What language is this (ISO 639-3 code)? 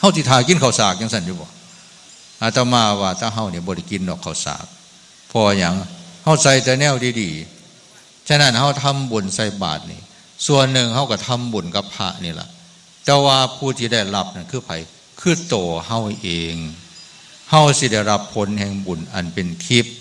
tts